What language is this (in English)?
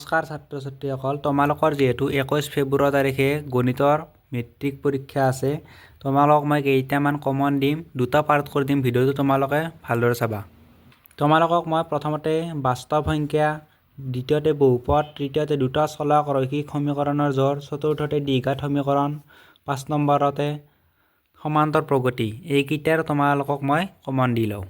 Assamese